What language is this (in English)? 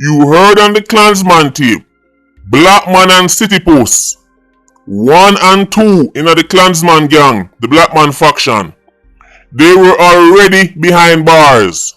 Jamaican Creole English